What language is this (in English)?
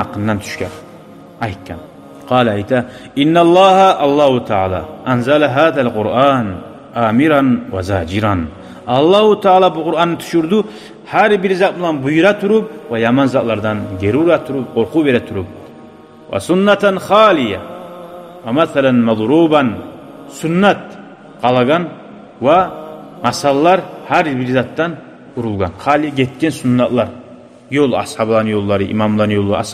Kumyk